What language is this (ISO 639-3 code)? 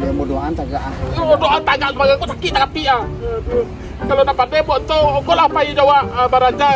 min